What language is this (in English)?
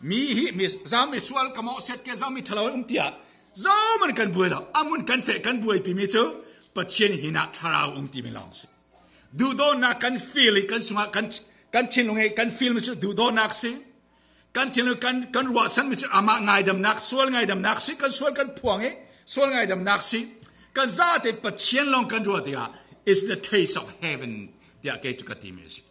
Falam Chin